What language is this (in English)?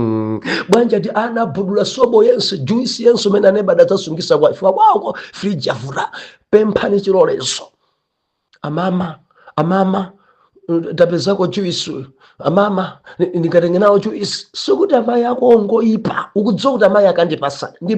Nyanja